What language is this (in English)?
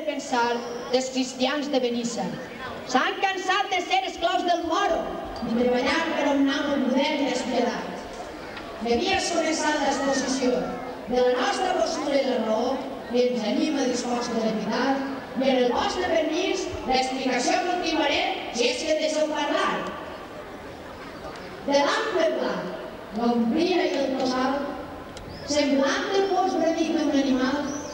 Catalan